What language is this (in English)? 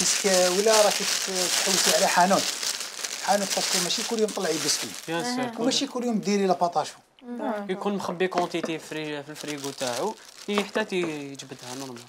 Algerian Arabic